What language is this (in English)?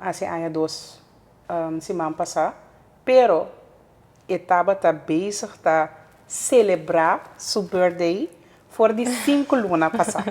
Papiamento